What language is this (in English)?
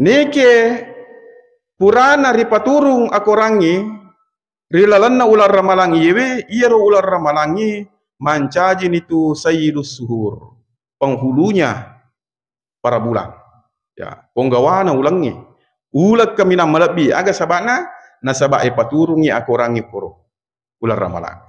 Buginese